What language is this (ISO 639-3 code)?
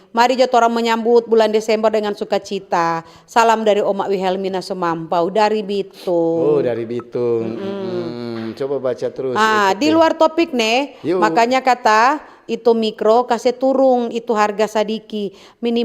xmm